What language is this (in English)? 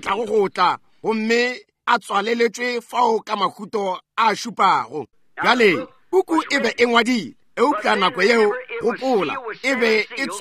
Northern Sotho